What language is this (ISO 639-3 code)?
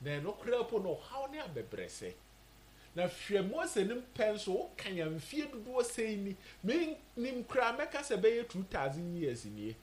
aka